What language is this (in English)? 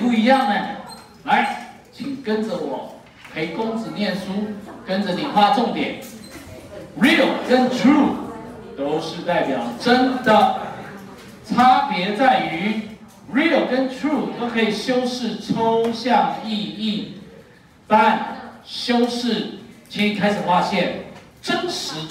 Chinese